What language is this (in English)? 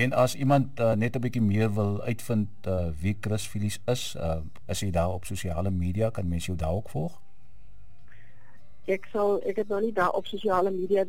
Afrikaans